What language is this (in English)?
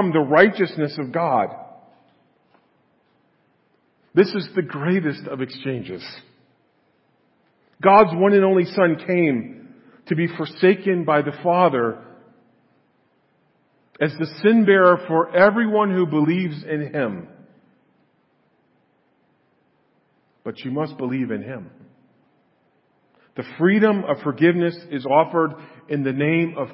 English